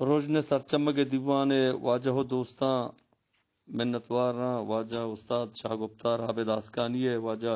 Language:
Eastern Balochi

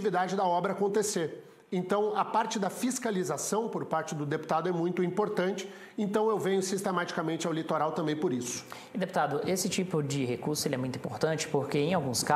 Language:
Portuguese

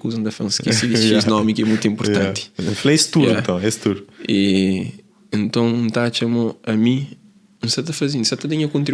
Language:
Kabuverdianu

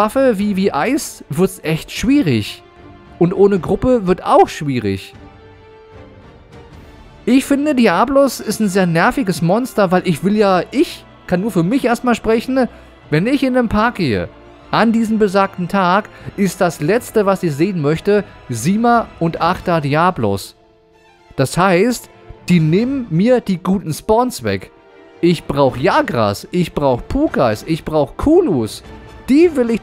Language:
German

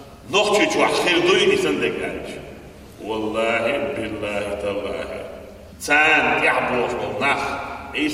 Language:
Chechen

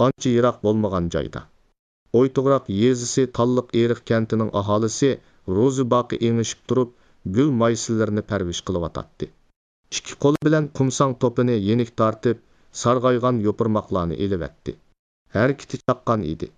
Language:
Uyghur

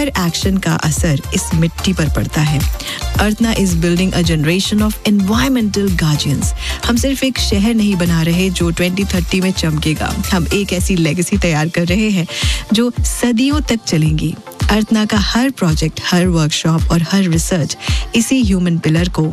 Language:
Hindi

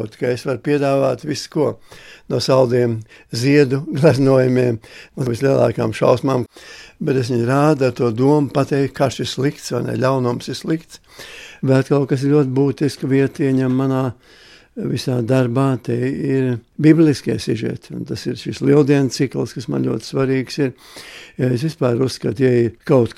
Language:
Latvian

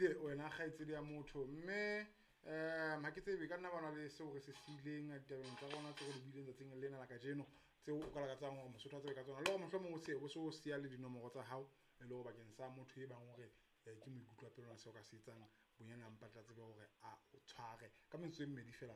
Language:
Southern Sotho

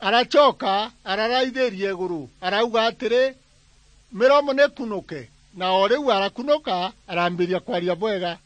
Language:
Meru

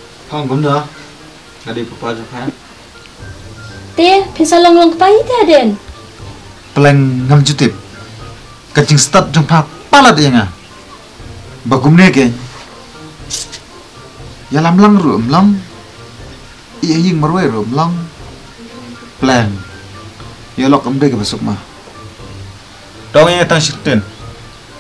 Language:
Khasi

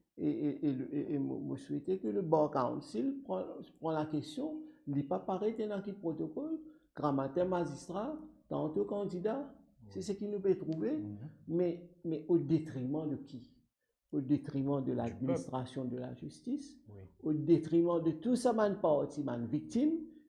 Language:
Morisyen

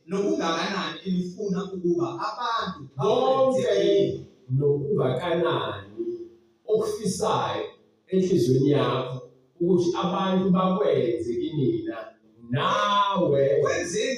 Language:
Zulu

